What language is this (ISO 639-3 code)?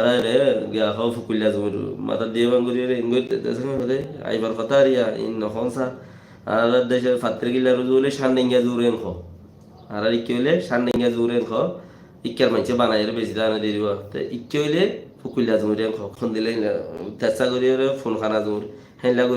rhg